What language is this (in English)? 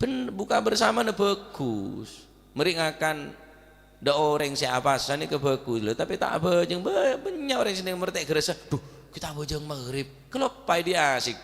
Madurese